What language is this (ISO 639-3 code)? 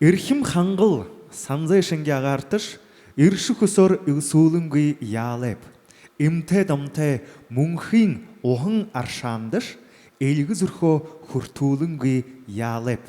bua